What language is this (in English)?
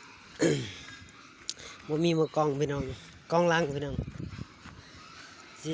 Lao